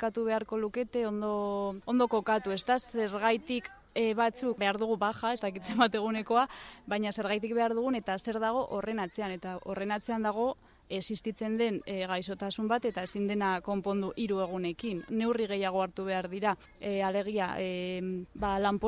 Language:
Basque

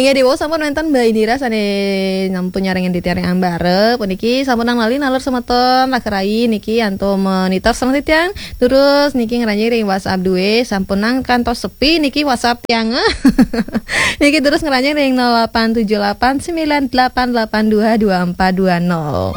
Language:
Balinese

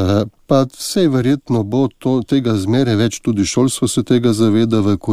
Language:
Slovenian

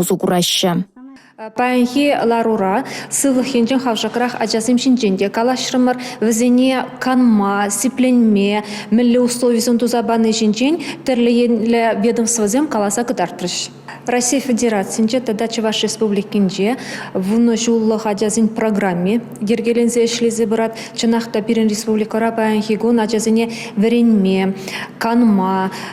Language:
Chuvash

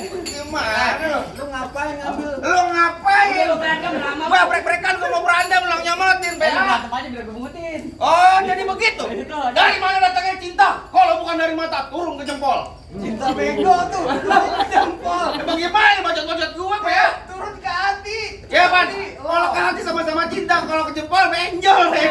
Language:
Betawi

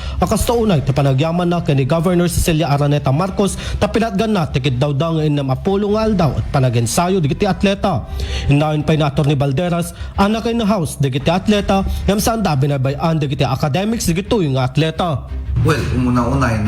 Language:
Iloko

